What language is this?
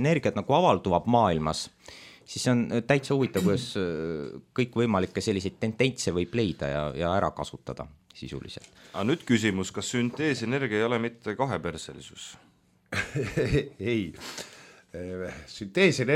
Estonian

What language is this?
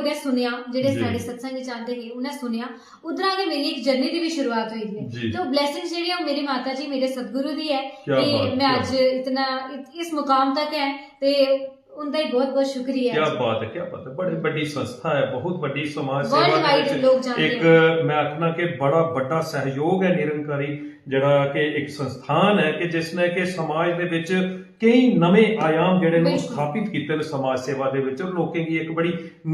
Dogri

